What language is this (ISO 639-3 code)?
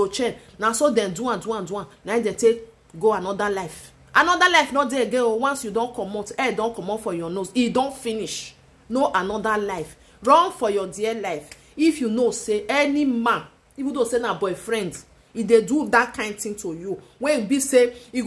pcm